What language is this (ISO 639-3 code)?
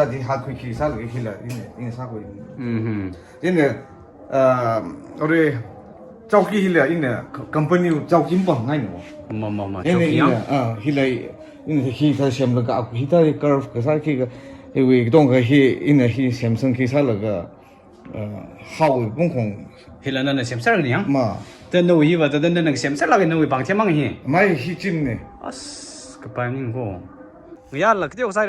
nmf